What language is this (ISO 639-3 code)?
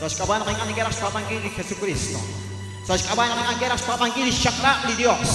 kek